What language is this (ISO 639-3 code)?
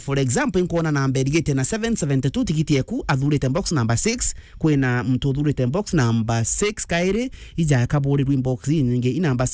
mer